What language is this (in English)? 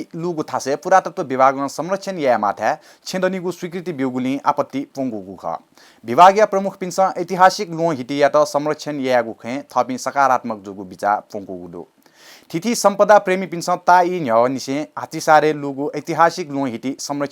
Newari